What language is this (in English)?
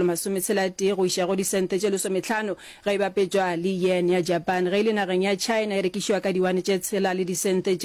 Northern Sotho